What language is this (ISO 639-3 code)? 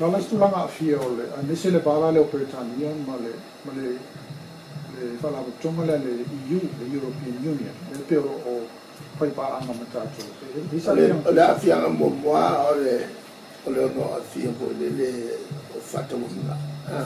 smo